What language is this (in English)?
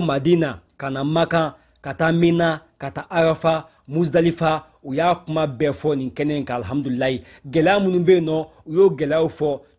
Bambara